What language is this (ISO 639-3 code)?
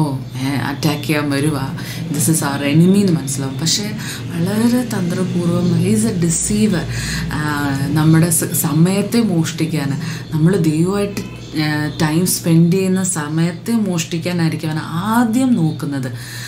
mal